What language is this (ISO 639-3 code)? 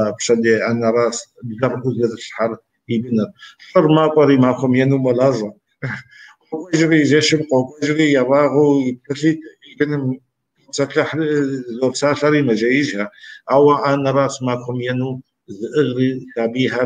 kbd